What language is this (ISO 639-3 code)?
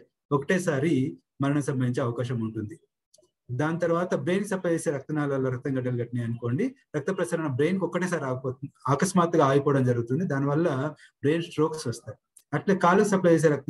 tel